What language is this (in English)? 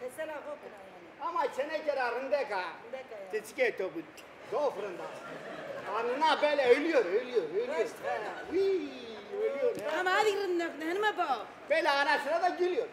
Zaza